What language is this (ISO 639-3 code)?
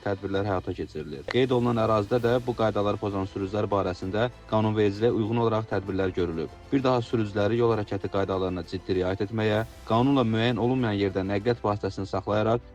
aze